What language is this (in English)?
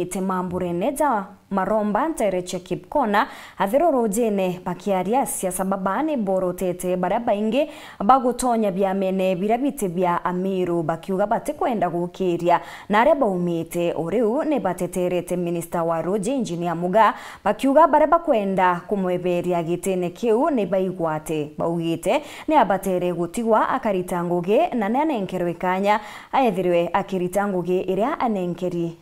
Meru